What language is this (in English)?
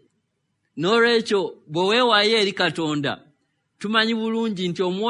Ganda